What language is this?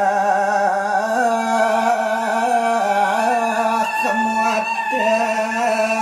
Balinese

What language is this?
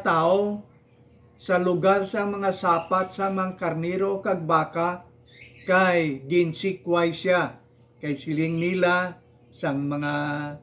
Hiligaynon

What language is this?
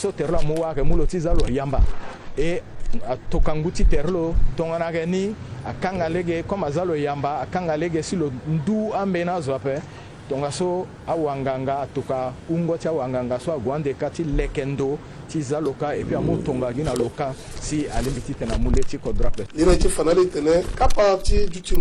Sango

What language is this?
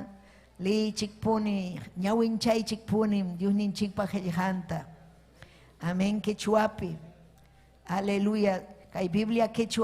Ayacucho Quechua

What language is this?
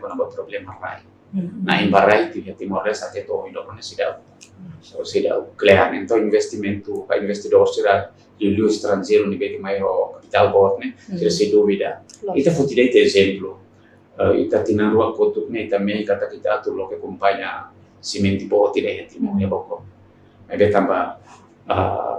Tetum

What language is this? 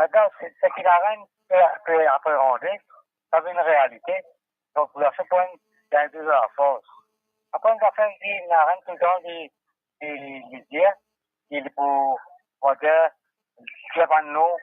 Morisyen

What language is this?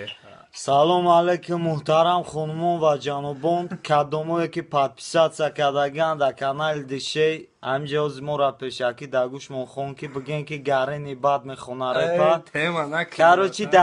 Tajik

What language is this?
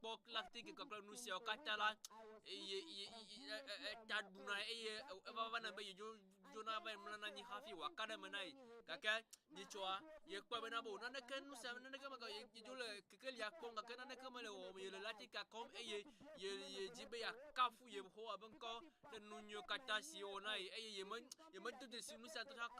Ewe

